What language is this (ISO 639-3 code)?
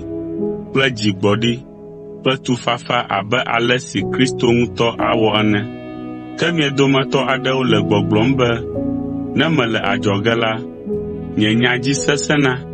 ewe